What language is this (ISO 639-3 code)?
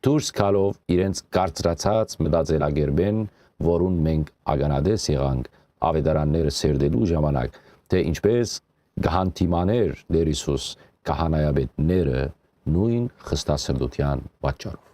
hyw